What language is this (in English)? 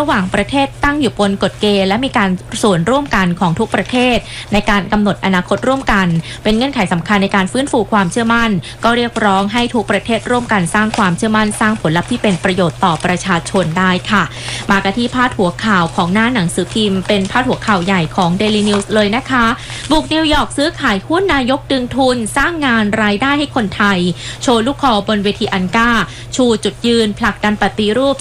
Thai